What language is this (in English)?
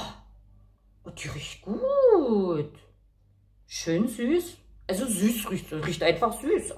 German